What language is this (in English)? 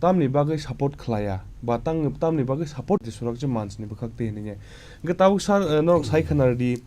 Kok Borok